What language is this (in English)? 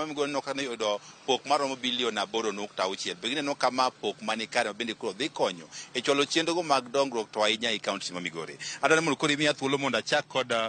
Luo (Kenya and Tanzania)